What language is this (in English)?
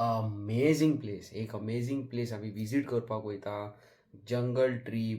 Konkani